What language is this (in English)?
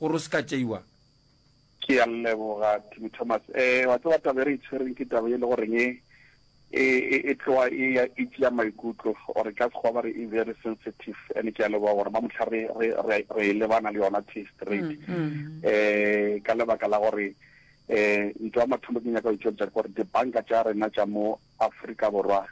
Northern Sotho